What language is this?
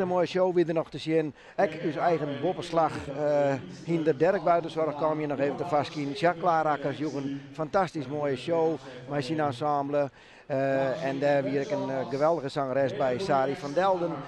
Western Frisian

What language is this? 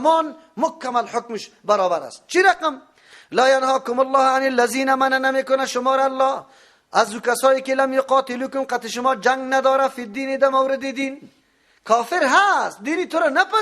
Persian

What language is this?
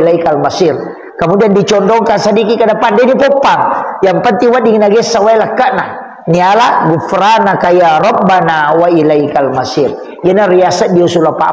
Buginese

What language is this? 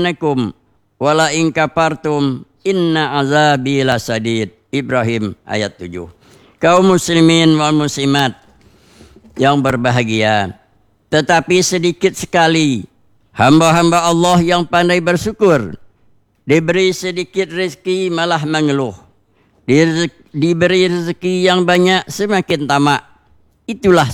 Indonesian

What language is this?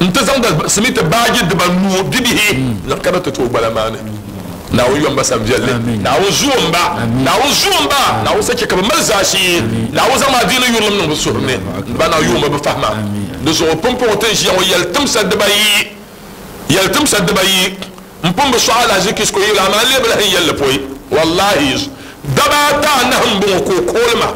Dagbani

